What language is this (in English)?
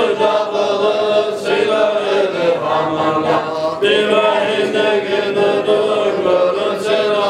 Kumyk